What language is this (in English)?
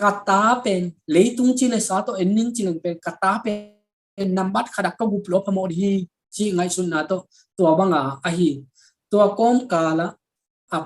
Tedim Chin